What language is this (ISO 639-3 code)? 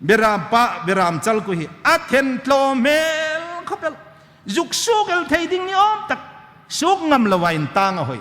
hmr